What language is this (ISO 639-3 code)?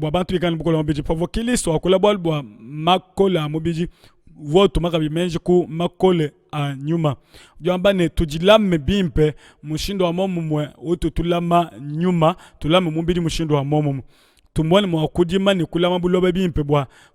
lua